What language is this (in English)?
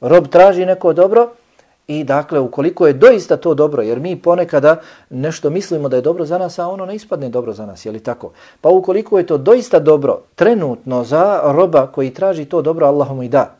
Bosnian